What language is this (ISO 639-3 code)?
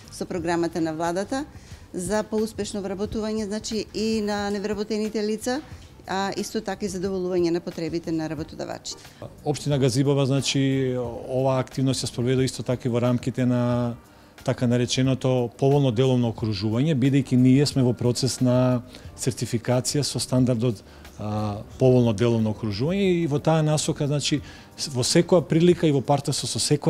mkd